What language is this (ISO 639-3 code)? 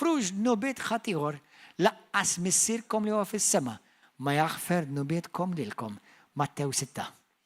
mlt